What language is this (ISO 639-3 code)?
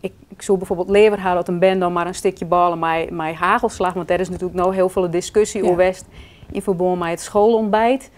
fry